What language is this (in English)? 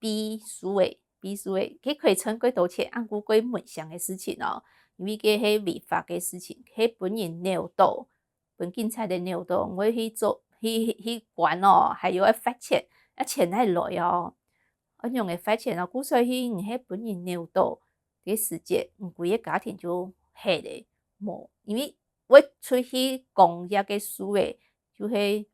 Hakka Chinese